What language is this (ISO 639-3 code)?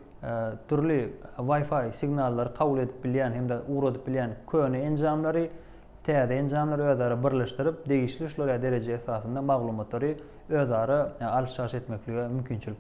tuk